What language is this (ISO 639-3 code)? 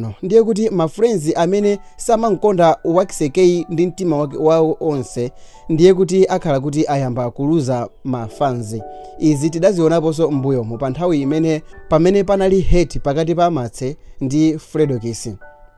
nya